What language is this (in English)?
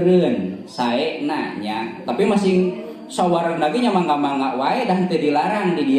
Sundanese